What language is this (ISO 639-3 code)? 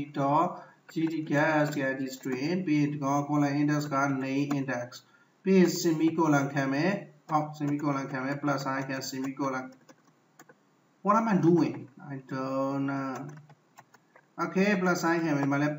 mya